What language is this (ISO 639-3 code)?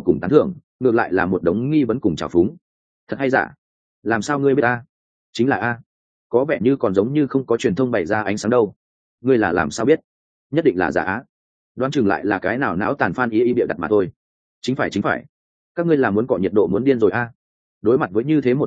vie